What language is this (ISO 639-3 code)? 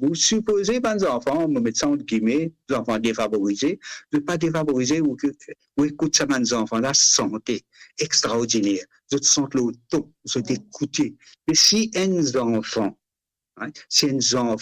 mfe